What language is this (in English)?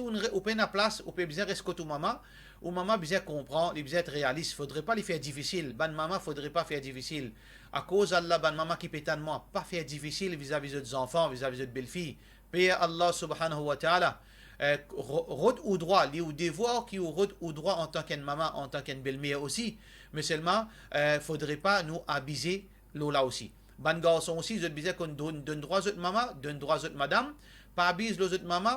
Morisyen